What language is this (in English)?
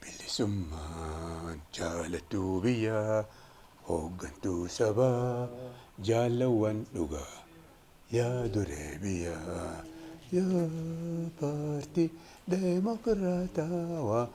Oromo